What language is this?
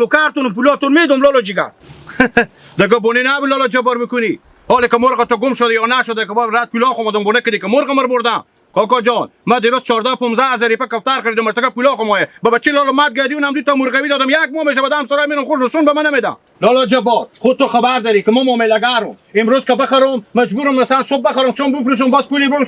Hazaragi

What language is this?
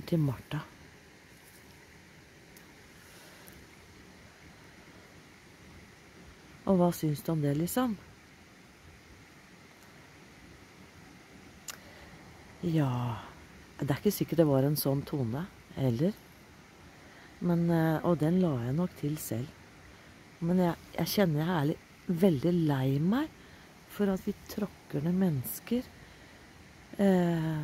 Norwegian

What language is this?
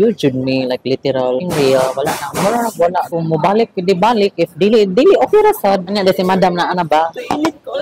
Cebuano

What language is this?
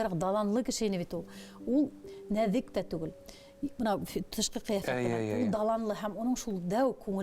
Bashkir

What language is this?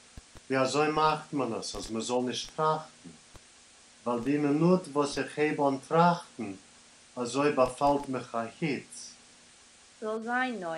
Yiddish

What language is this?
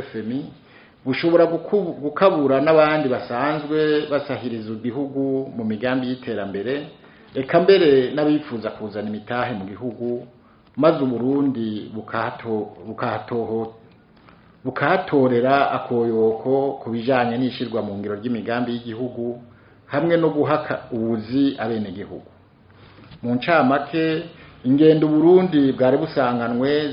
Rundi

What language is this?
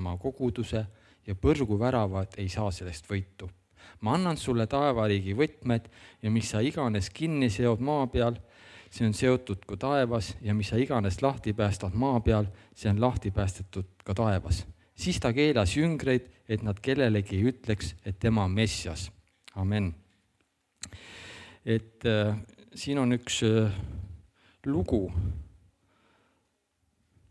Estonian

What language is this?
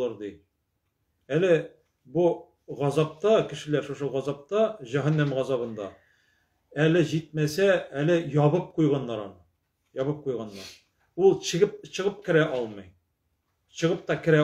Tatar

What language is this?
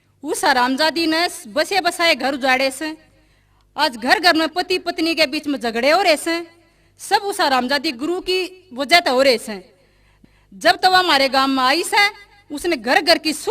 Haryanvi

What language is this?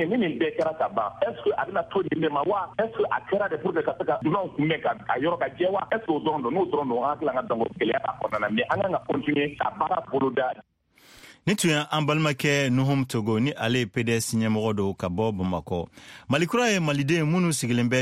Bambara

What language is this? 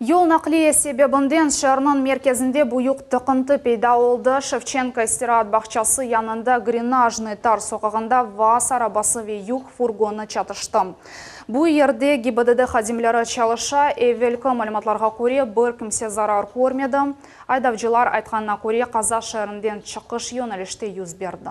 Crimean Tatar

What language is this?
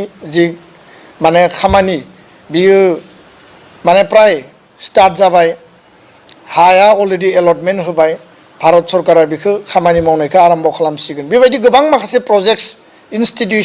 Bodo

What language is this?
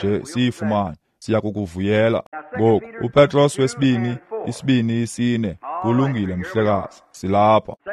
Xhosa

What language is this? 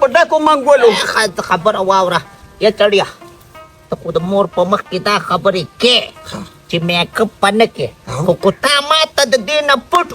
Pashto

